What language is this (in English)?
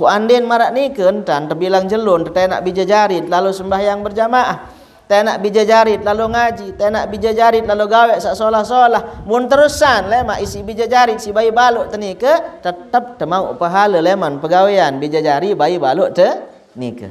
Sasak